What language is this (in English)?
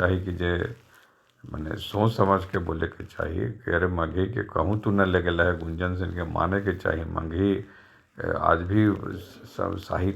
Magahi